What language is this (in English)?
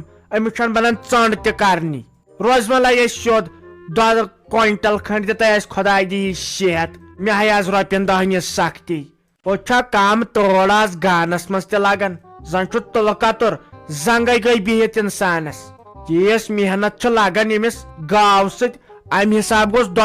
Kashmiri